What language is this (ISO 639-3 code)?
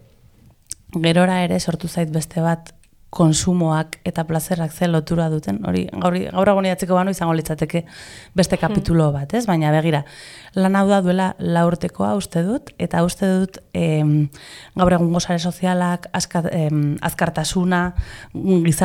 eus